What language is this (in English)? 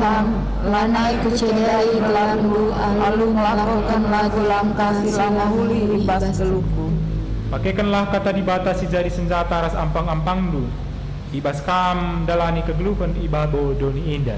Batak Karo